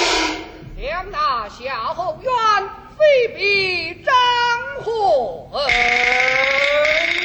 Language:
Chinese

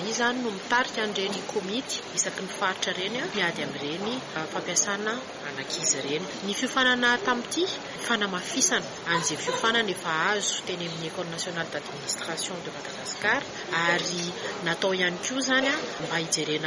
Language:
Malagasy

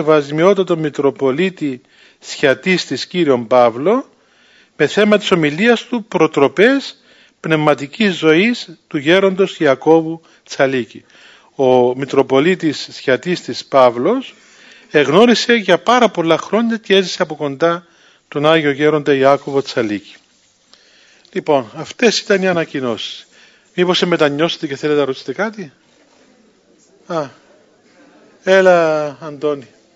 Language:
Greek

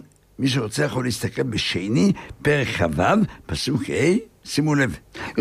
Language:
Hebrew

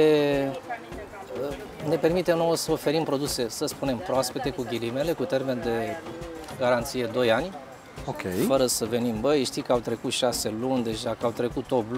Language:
Romanian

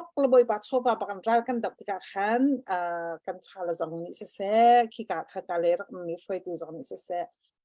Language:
Hakha Chin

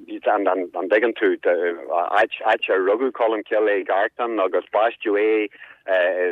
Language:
Irish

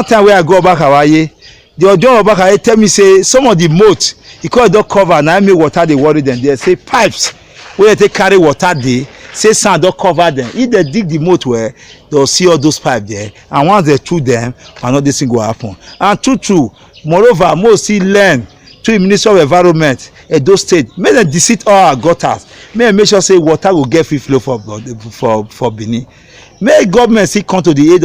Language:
Nigerian Pidgin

